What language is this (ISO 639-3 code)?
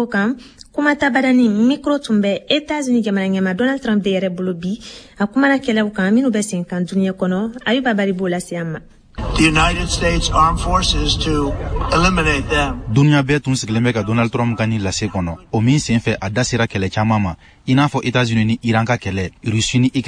bam